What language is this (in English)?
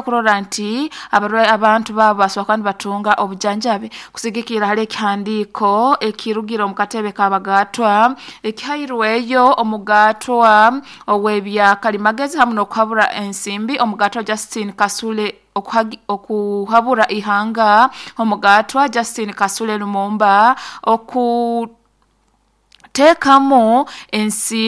Nyoro